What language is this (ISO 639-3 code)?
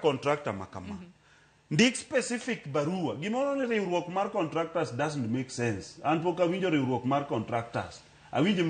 luo